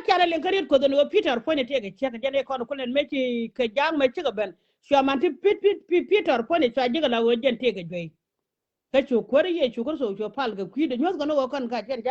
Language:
Nuer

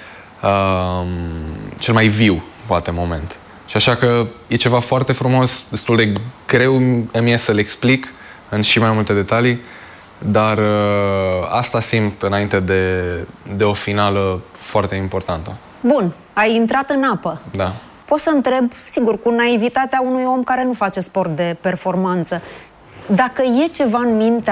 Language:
Romanian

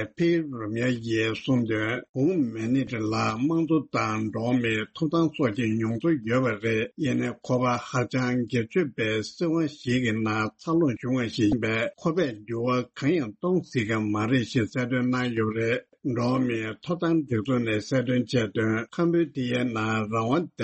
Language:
Tibetan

